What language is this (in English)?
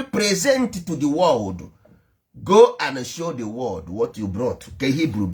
Igbo